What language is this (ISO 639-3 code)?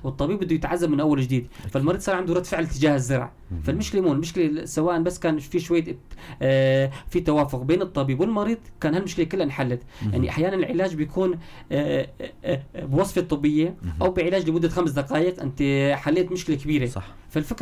apc